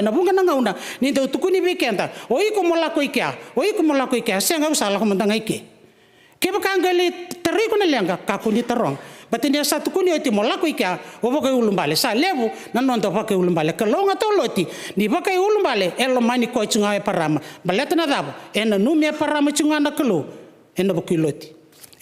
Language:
Fijian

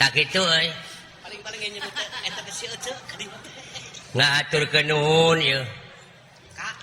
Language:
Sundanese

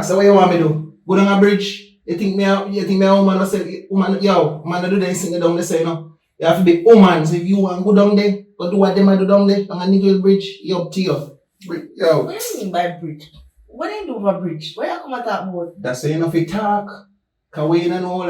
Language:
Jamaican Creole English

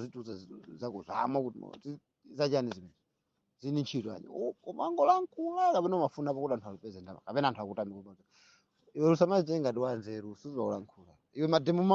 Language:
Nyanja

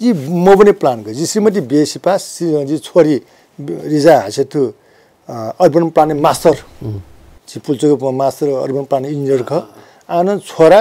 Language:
Newari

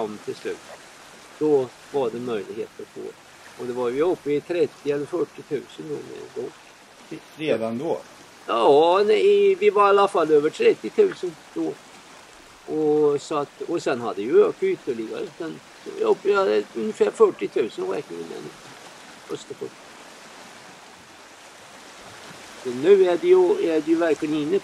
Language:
Swedish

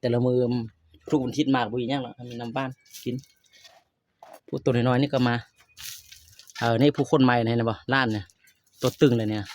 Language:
Lao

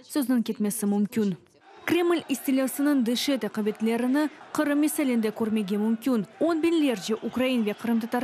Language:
Crimean Tatar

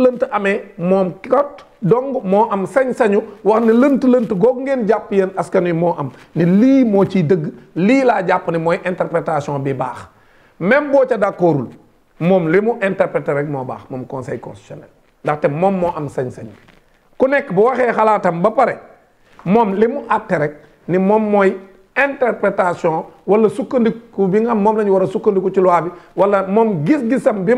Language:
Wolof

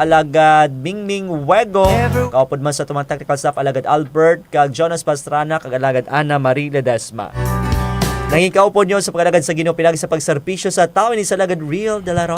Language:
Hiligaynon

